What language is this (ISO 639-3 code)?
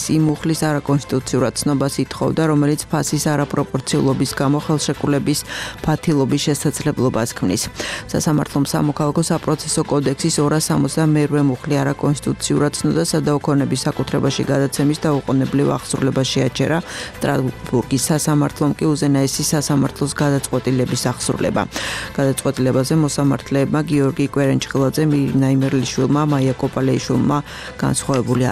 kat